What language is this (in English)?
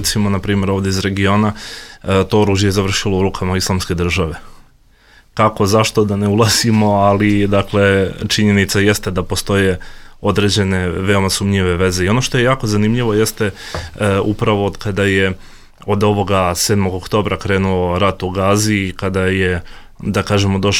Bosnian